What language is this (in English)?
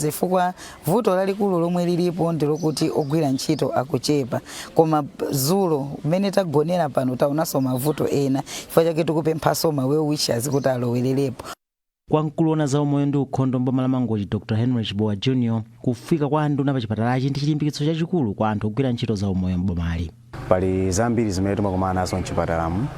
Nyanja